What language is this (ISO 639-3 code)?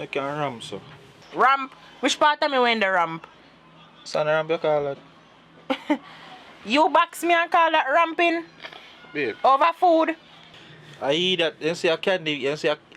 jam